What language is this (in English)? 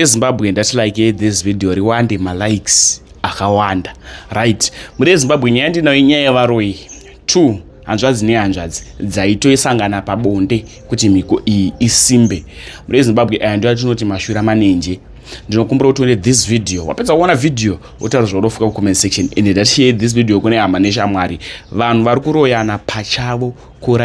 Shona